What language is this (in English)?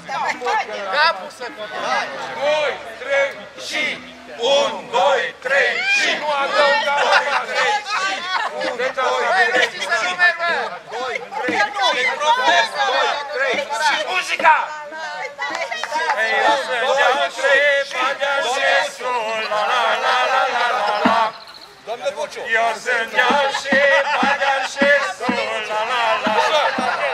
Romanian